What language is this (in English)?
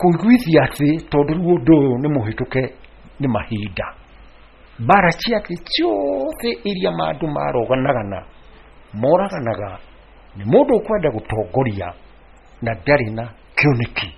Kikuyu